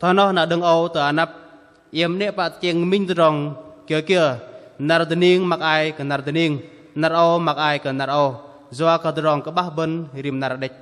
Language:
Bahnar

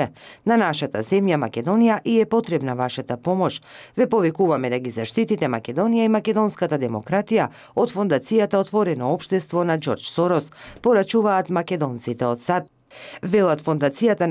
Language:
Macedonian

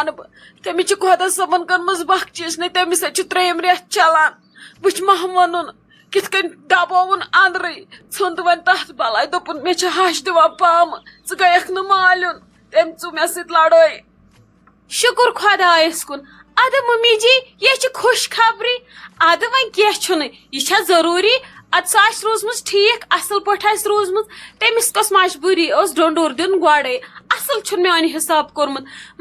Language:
Kashmiri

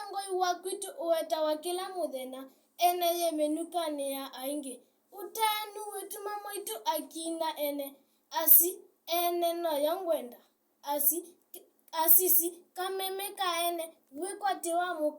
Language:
Kamba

